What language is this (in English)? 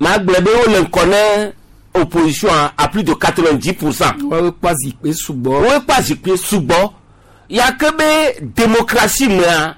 Gen